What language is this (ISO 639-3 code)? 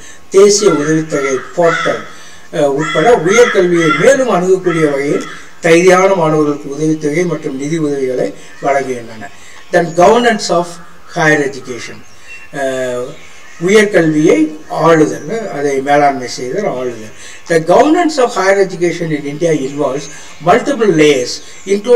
tam